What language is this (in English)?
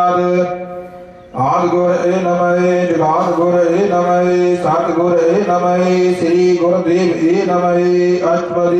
Punjabi